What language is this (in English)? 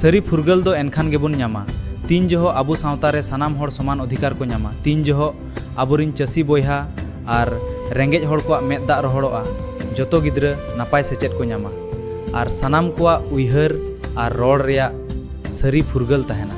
Santali